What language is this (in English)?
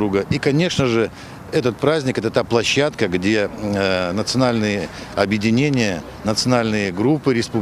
Crimean Tatar